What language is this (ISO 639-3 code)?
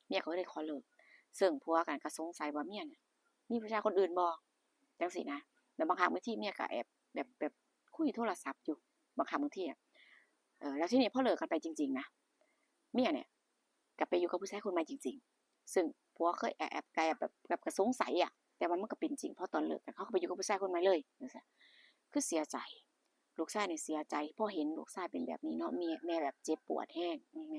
tts